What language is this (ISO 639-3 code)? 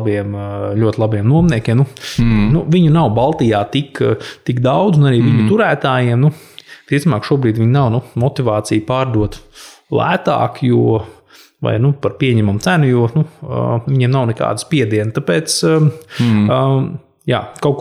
lav